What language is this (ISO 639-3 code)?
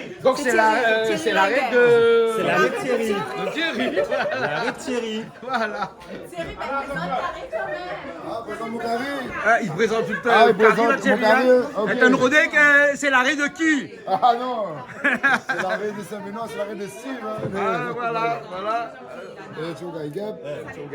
rcf